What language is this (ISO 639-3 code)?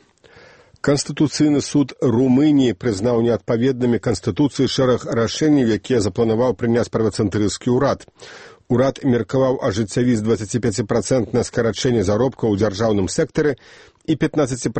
bel